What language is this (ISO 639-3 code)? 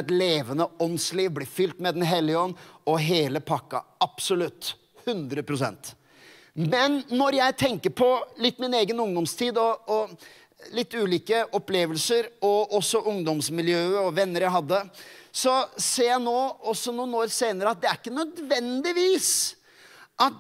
nor